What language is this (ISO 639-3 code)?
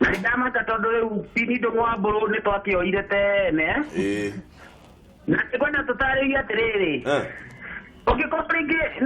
kik